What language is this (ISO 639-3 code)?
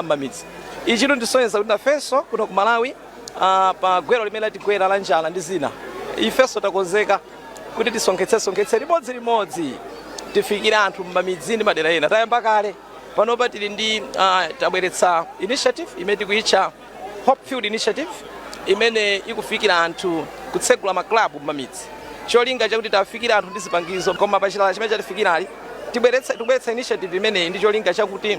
nya